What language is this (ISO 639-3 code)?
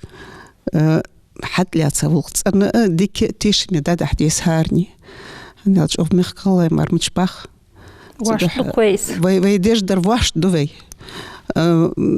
inh